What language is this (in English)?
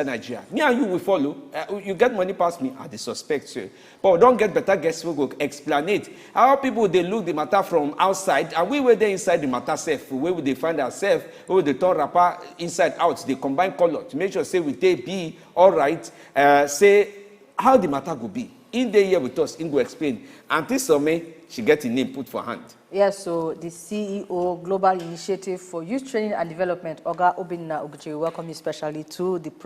Nigerian Pidgin